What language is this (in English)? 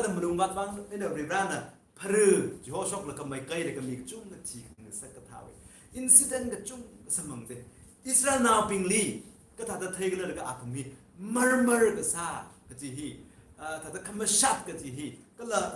Tangkhul Naga (India)